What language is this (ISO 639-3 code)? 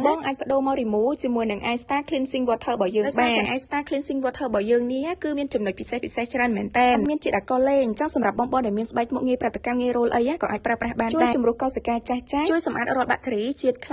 khm